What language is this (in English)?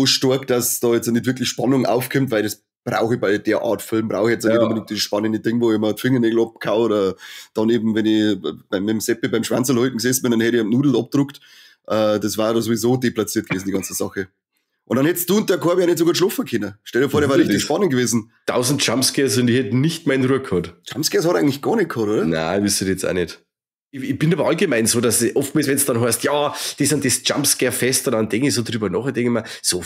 Bavarian